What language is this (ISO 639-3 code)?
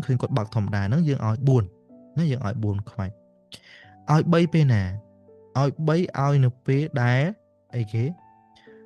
khm